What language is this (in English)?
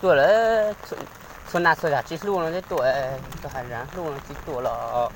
Hmong